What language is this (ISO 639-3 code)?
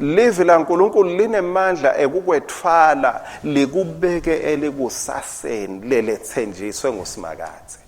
ssw